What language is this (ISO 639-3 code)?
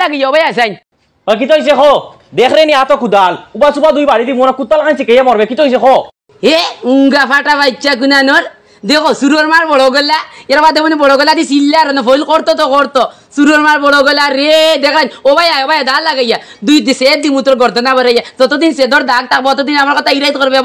syl